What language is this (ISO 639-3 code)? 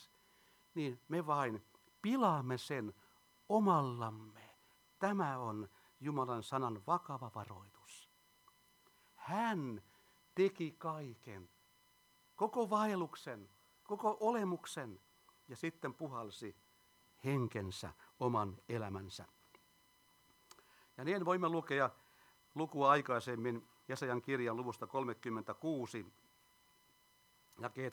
fin